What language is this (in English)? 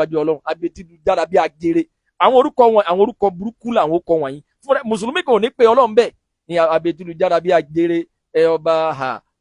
Yoruba